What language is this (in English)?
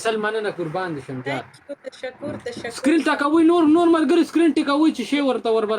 Pashto